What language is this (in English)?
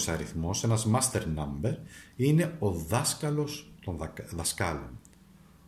Greek